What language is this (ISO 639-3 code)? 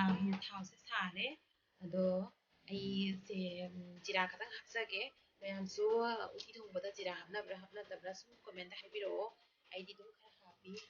mni